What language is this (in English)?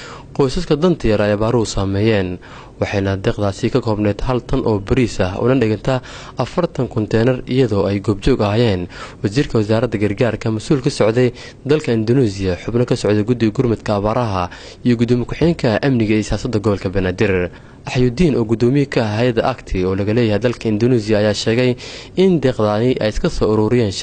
Somali